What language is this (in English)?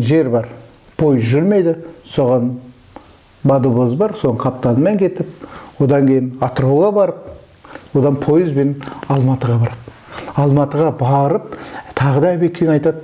Kazakh